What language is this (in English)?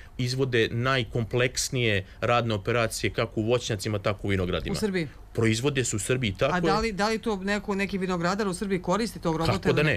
Serbian